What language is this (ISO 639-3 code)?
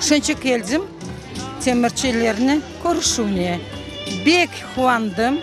crh